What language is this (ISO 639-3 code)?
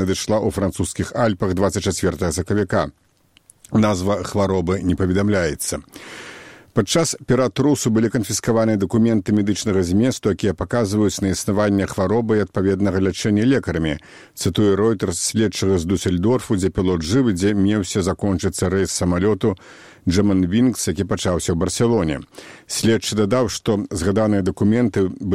bel